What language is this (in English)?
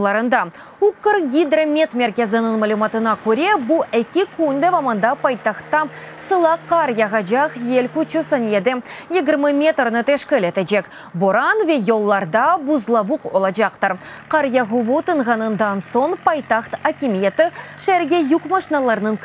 Crimean Tatar